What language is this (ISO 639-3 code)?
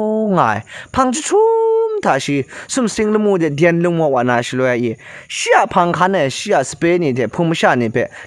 kac